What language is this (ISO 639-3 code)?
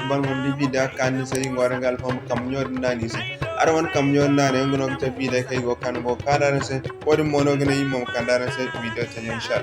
dje